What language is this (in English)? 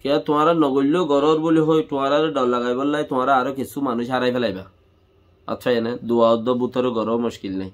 Rohingya